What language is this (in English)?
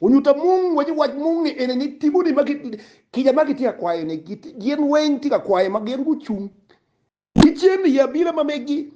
Acoli